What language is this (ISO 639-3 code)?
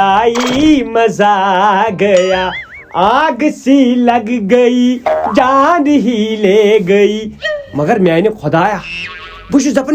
kas